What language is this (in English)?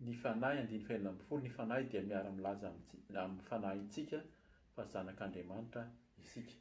Malagasy